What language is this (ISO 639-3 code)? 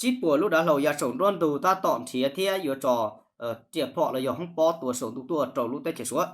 hmn